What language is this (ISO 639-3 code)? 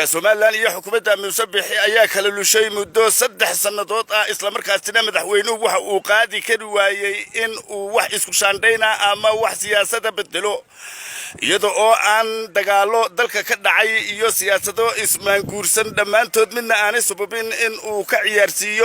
som